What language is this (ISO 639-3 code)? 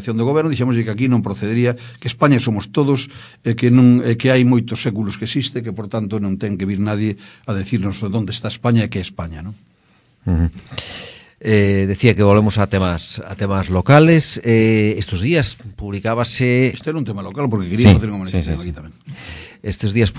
glg